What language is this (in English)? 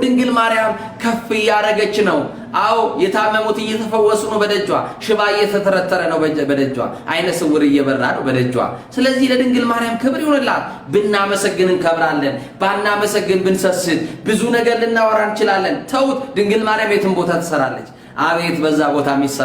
Amharic